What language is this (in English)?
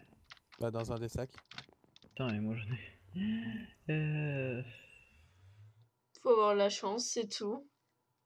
French